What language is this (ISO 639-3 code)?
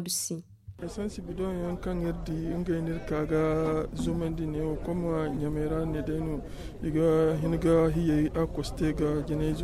dje